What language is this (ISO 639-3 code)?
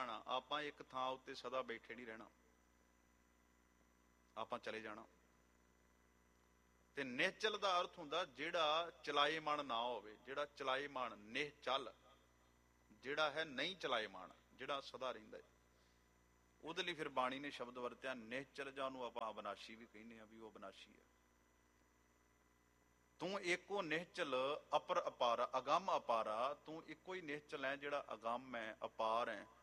pan